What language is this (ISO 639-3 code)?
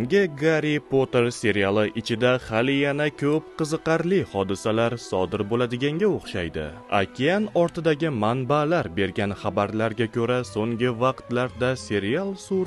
uzb